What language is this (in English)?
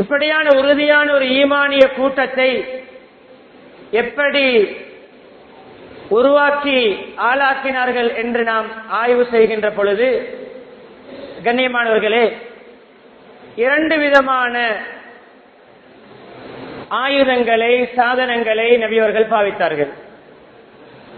Tamil